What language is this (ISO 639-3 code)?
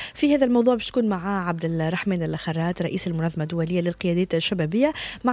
aeb